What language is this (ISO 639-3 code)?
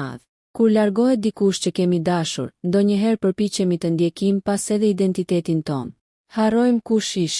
sqi